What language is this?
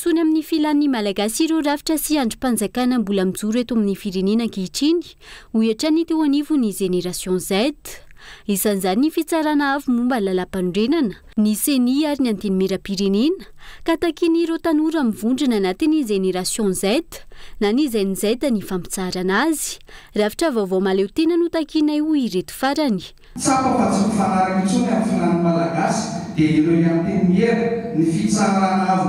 Malagasy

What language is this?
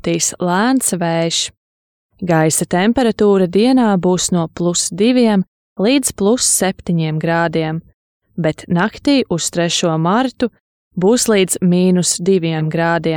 Latvian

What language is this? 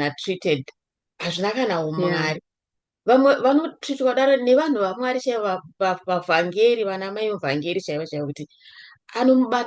Shona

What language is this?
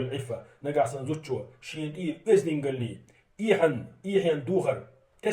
Chechen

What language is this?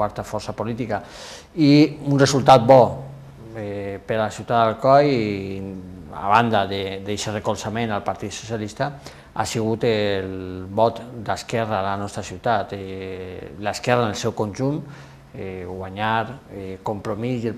Catalan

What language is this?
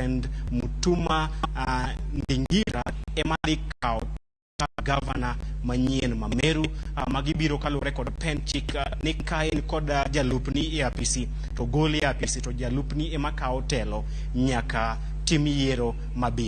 Luo (Kenya and Tanzania)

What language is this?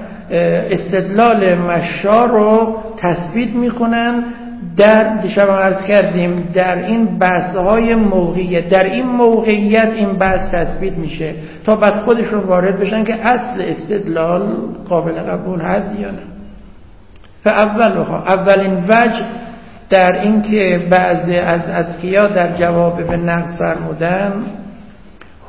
Persian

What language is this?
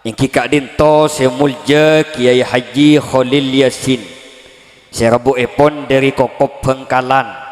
Madurese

